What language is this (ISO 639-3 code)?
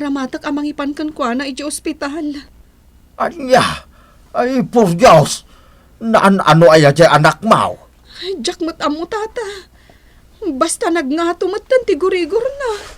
ilo